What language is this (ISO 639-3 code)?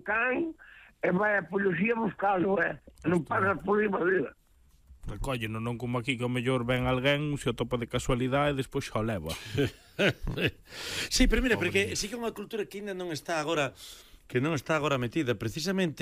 glg